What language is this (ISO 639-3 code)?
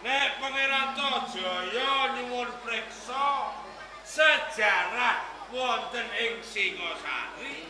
jav